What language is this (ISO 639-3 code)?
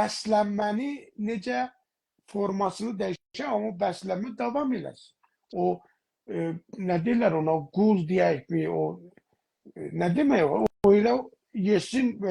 azb